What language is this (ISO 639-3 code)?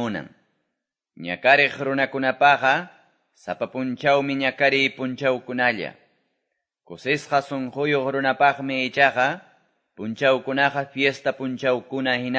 que